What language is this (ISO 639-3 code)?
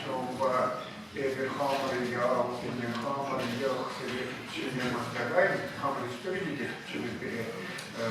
chv